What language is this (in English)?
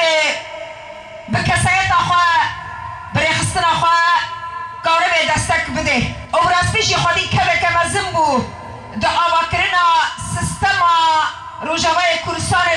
Kurdish